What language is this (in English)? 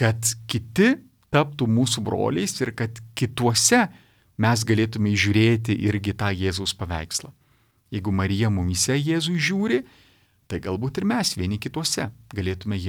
Lithuanian